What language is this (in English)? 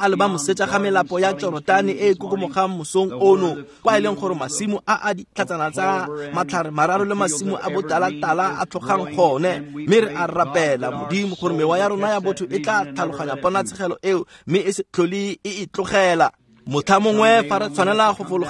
Tswana